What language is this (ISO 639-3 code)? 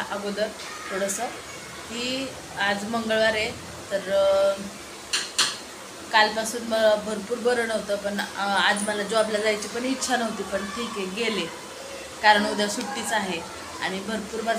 mar